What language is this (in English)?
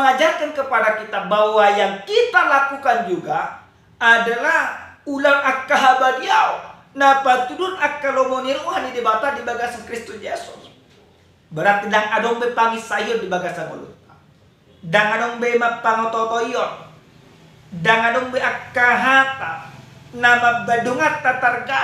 Batak Toba